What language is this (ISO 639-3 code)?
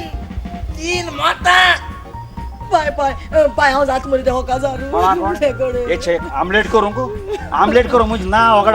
kok